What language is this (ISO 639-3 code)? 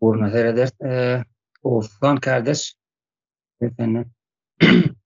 tuk